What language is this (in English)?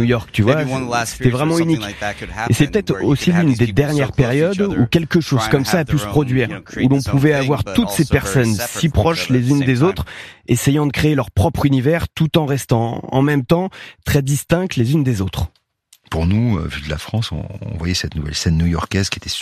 French